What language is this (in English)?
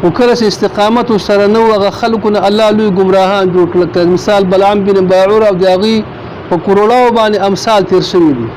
Pashto